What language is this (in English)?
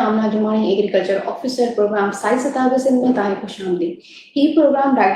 Sindhi